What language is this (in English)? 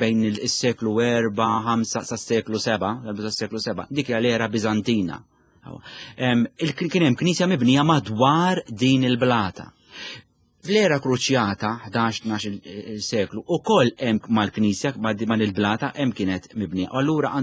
Maltese